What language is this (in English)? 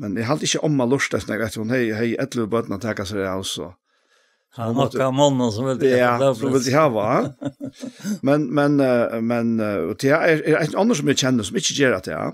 Faroese